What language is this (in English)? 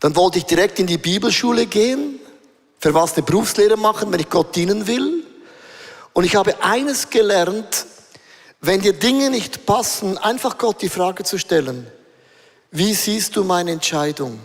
Swiss German